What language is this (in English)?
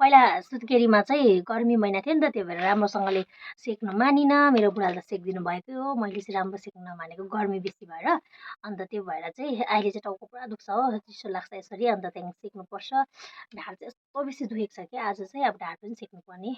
Nepali